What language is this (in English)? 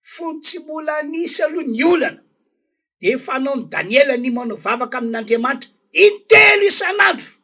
Malagasy